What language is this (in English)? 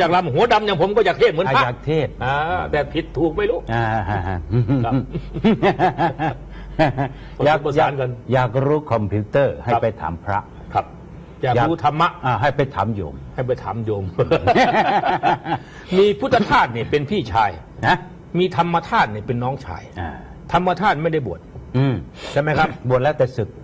Thai